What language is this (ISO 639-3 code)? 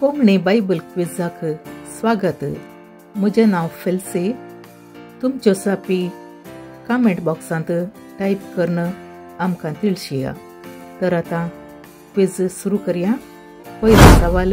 kok